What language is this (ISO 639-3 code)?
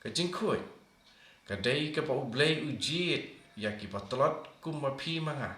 kha